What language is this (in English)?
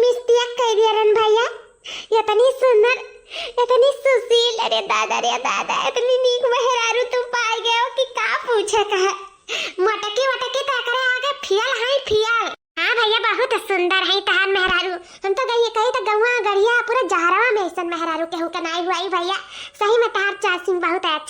Awadhi